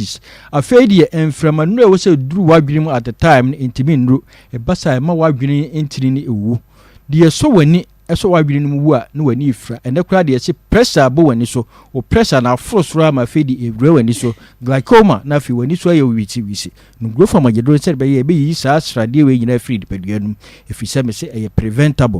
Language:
Akan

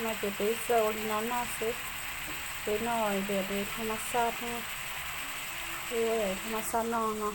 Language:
Hmong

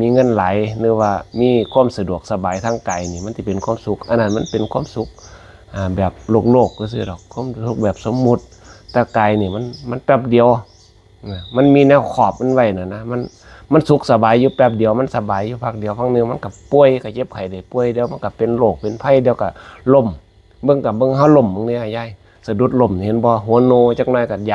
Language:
Northeastern Thai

